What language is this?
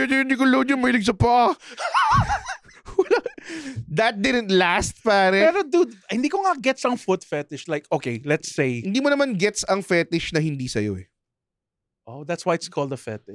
Filipino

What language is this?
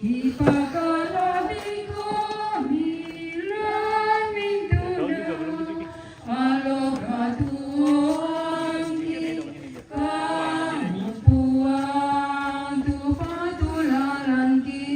Toraja-Sa'dan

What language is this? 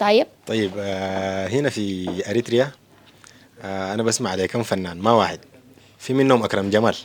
Sudanese Arabic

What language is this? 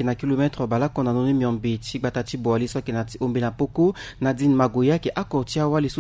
Sango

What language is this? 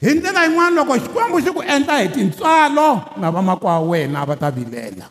Tsonga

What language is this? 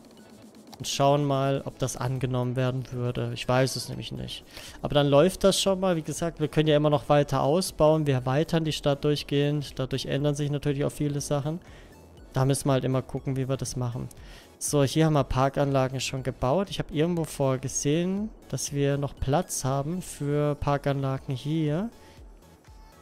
German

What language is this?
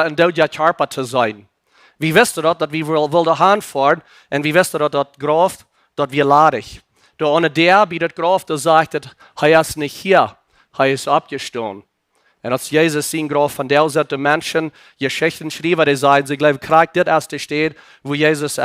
Plautdietsch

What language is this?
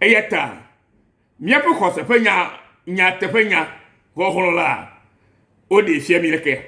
Ewe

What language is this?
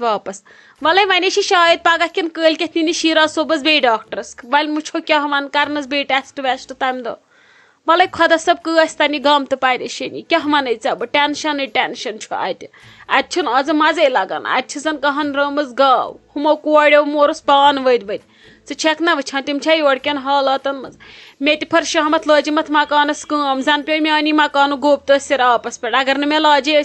Kashmiri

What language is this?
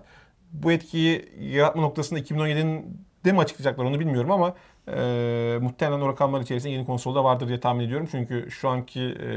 Turkish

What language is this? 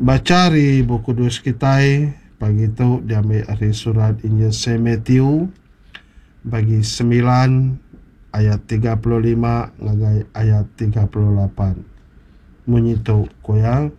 Iban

